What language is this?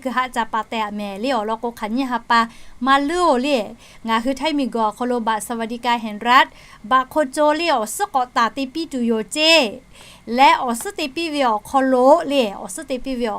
Lahu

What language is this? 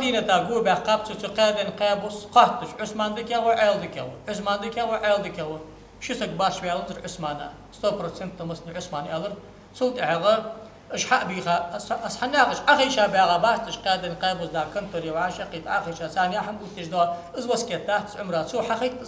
Ingush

